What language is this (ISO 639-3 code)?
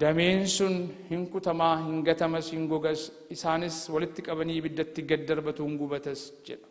orm